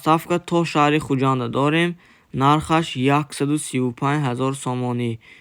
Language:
Tajik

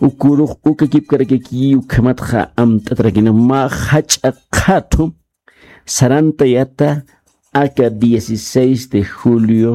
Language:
Aymara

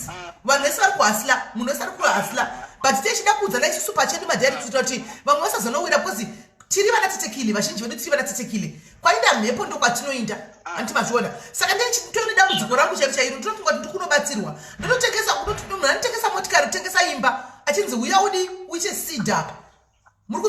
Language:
Shona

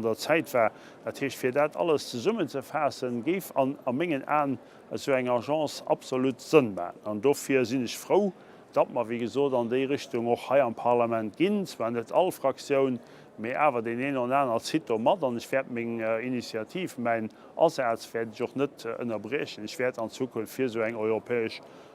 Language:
Luxembourgish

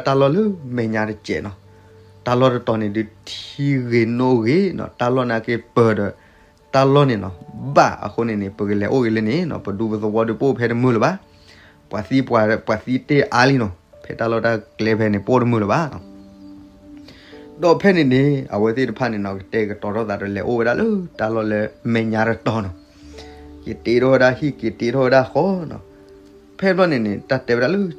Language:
S'gaw Karen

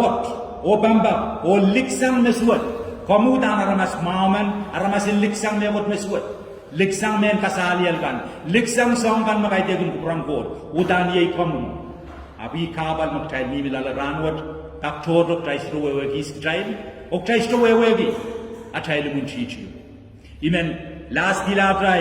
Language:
Pohnpeian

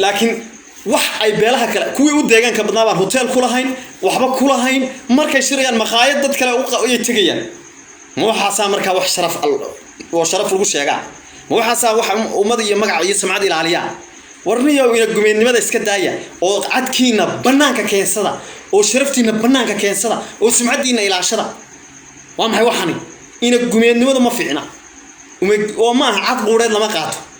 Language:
Somali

